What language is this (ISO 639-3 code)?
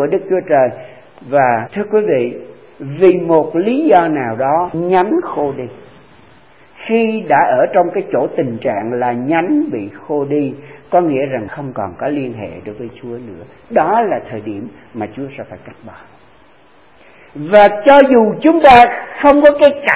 vie